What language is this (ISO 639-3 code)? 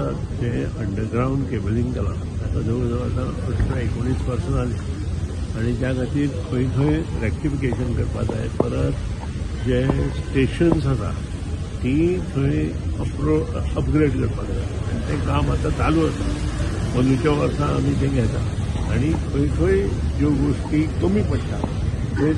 kok